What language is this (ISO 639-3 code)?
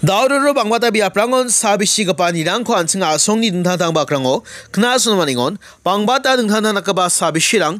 grt